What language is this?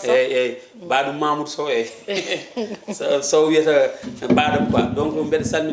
Fula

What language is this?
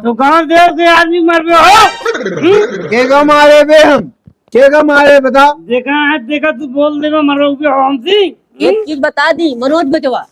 Awadhi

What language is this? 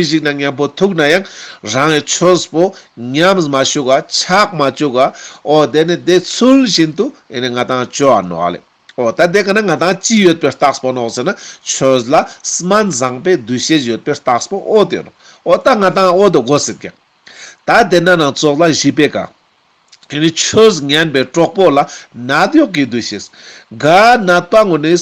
Ladakhi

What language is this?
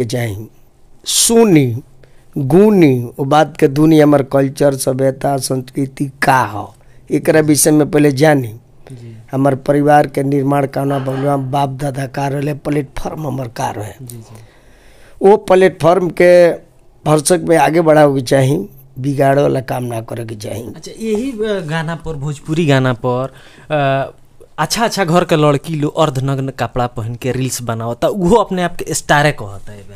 Bhojpuri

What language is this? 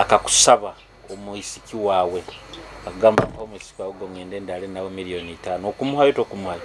Nyoro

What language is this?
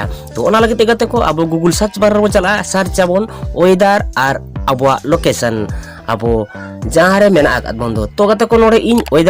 Santali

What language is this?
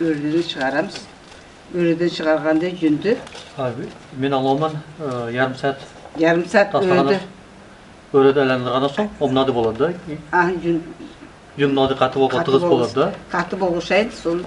Nogai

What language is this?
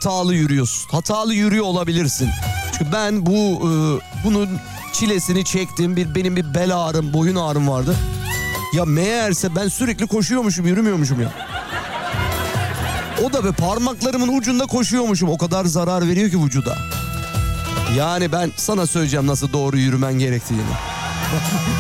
Turkish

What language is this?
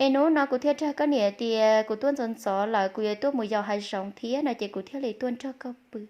Hmong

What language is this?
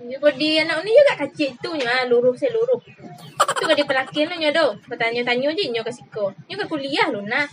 Minangkabau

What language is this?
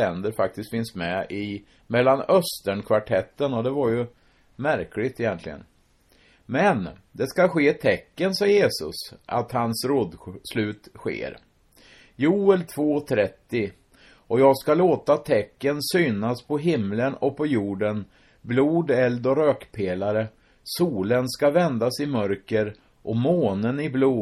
Swedish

